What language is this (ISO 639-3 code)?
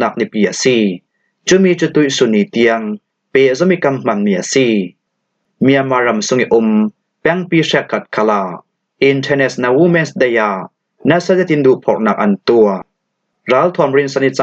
cfm